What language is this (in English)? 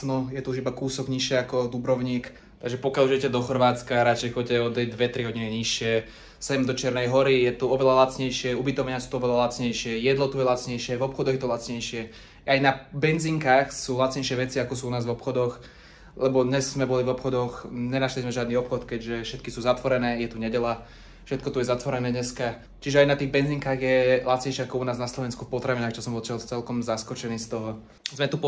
Slovak